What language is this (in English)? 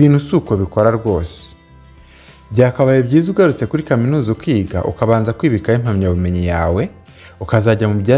Kinyarwanda